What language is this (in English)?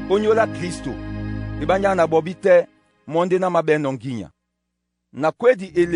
Duala